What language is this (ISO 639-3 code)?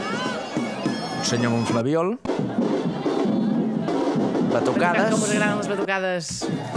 cat